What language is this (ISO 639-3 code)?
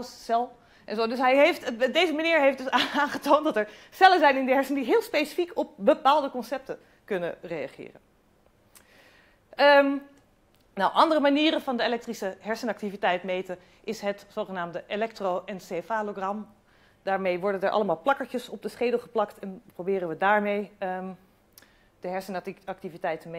nld